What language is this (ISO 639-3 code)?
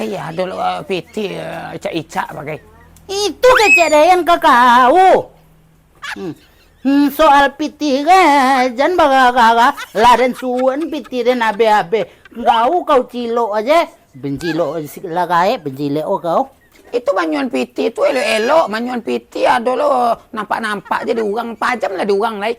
min